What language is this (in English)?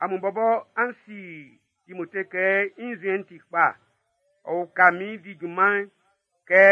Baoulé